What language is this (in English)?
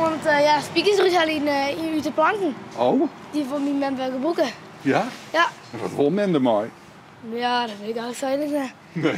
Western Frisian